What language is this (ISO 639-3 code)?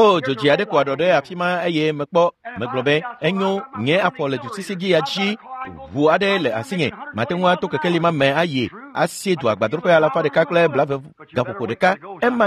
ewe